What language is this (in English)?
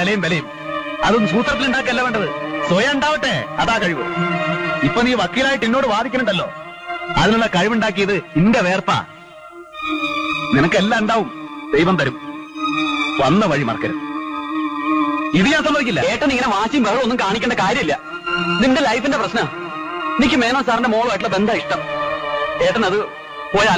Malayalam